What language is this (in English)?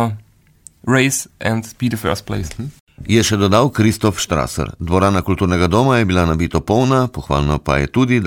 Slovenian